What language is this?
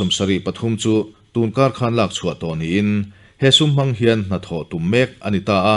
Mizo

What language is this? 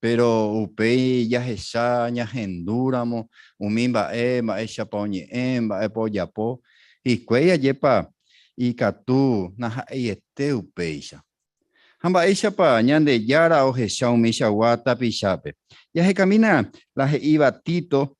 Guarani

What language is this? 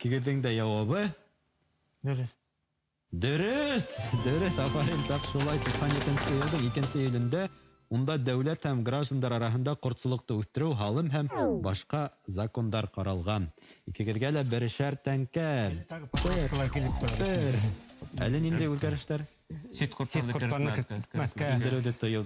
Bashkir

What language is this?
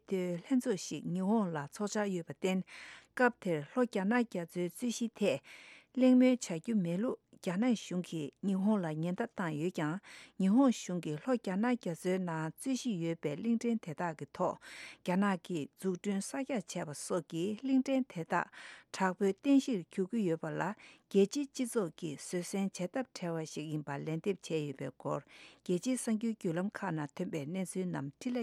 Tibetan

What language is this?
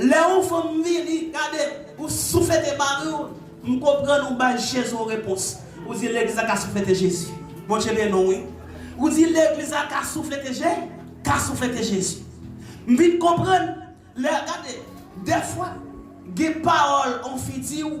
Haitian Creole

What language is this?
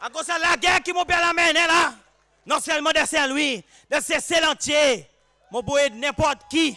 Seselwa Creole French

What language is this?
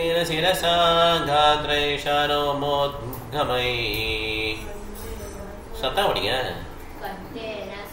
Tamil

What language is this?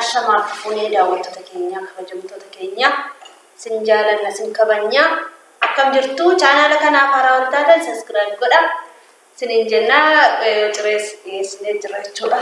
Oromo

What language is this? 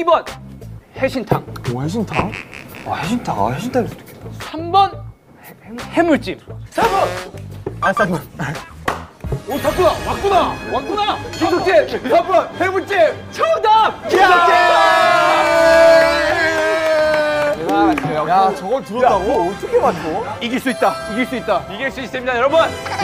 Korean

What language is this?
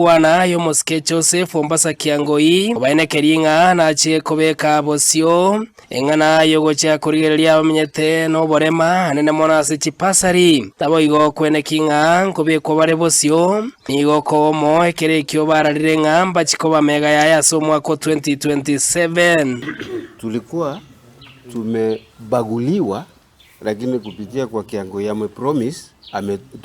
Gusii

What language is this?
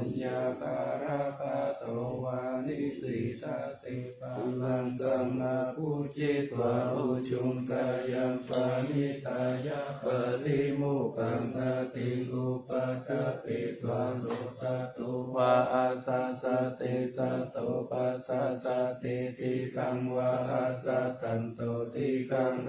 Pali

